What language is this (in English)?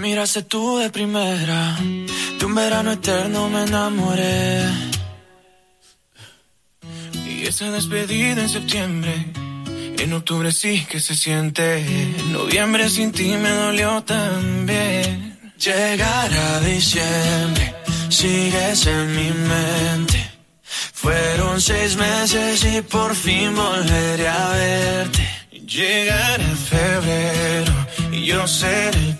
Spanish